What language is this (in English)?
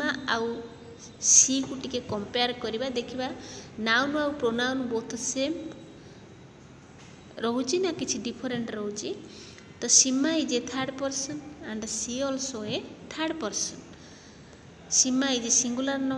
Odia